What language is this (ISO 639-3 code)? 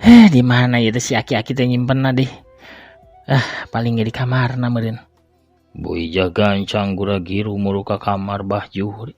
sun